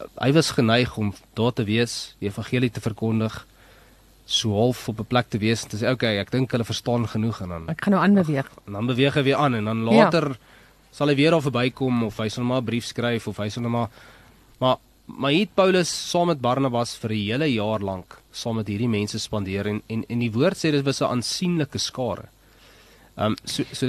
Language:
Afrikaans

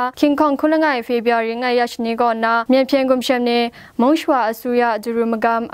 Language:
Kachin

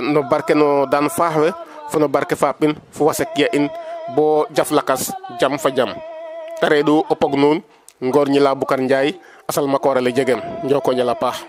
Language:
Serer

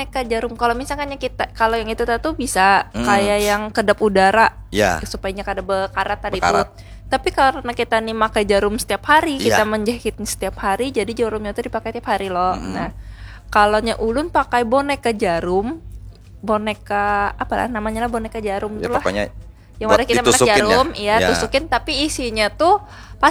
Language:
Banjar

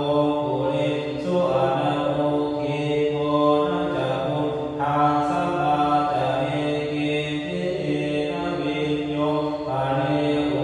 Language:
Pali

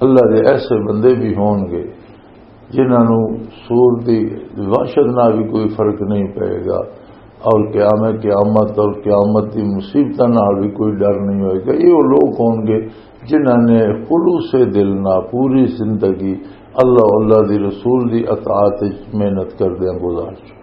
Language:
Western Panjabi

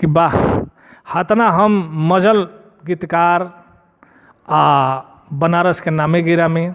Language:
Bhojpuri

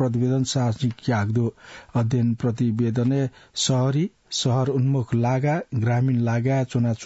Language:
Newari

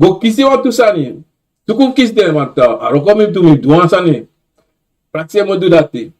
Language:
Sranan Tongo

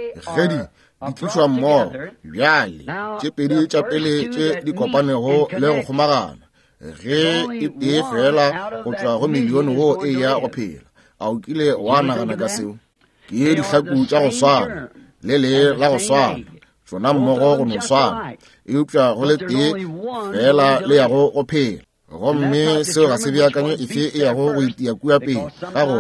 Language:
Northern Sotho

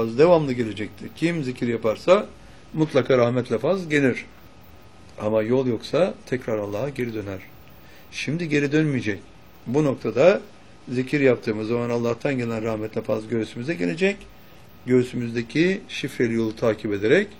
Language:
Turkish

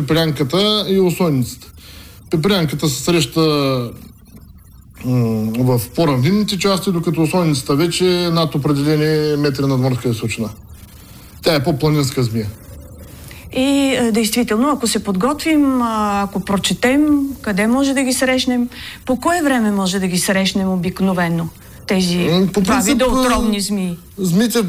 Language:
Bulgarian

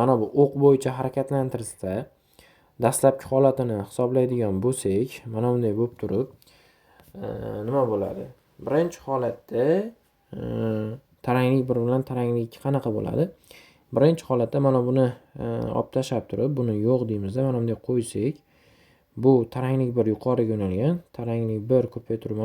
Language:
Uzbek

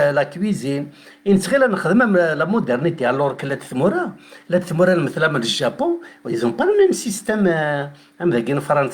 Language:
Kabyle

